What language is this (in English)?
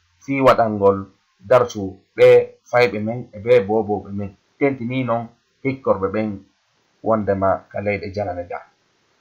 Fula